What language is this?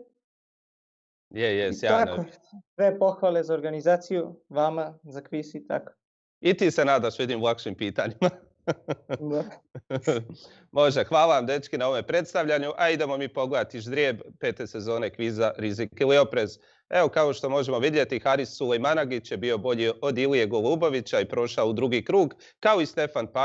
Croatian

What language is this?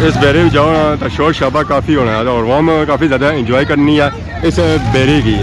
Pahari-Potwari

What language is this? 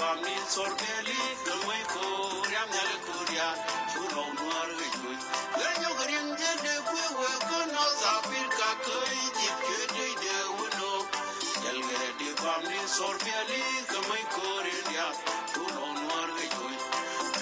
Nuer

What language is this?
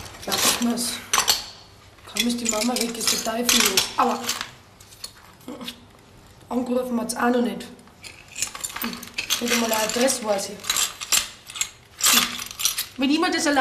German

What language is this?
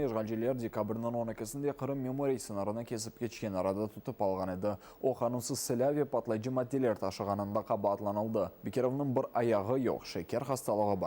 Crimean Tatar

